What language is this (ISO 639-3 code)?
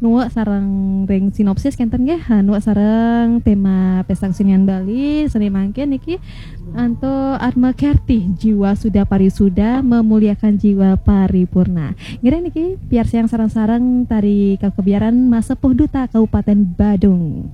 ban